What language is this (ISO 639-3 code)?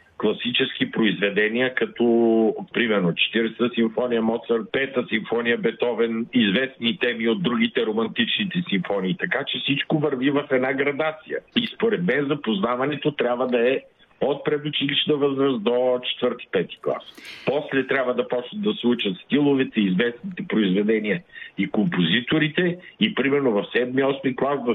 bul